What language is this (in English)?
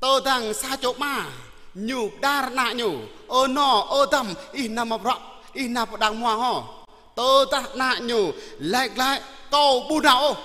Jarai